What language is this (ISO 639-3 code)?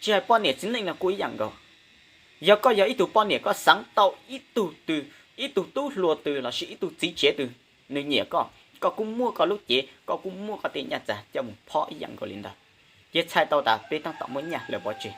hmn